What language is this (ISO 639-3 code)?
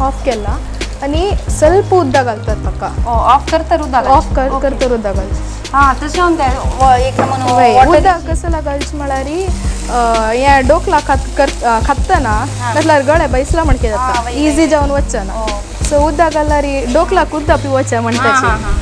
kok